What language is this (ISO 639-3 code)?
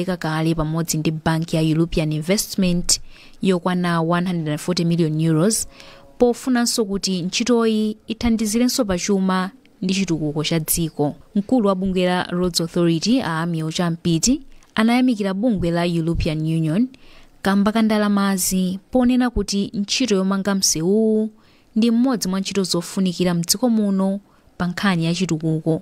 nya